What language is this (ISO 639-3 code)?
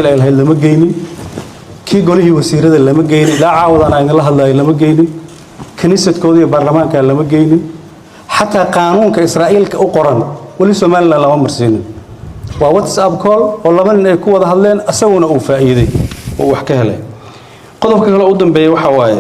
som